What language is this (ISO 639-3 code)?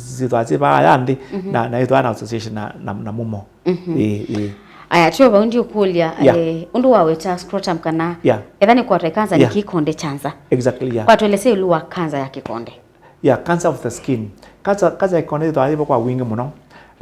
kam